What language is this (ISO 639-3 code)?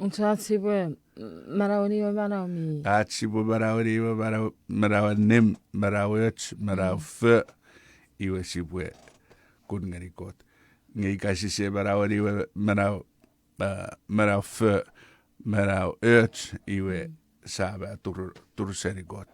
chk